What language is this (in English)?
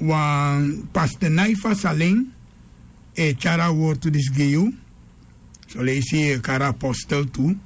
Sranan Tongo